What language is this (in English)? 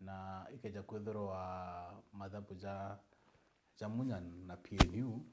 Meru